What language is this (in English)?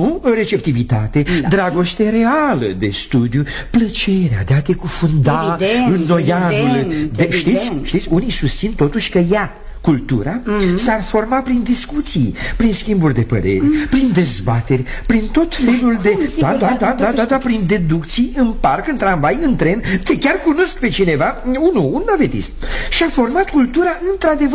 Romanian